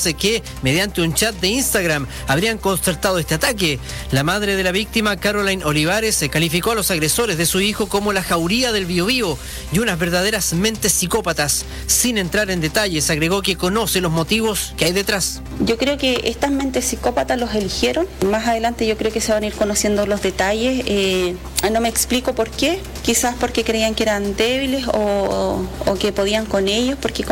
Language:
Spanish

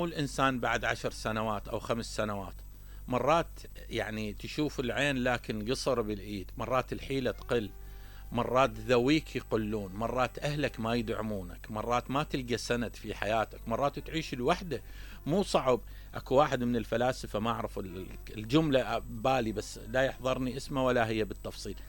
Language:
Mesopotamian Arabic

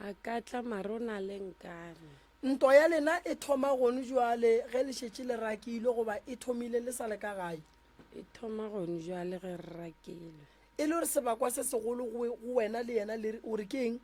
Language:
Northern Sotho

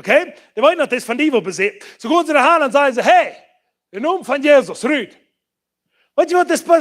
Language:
Plautdietsch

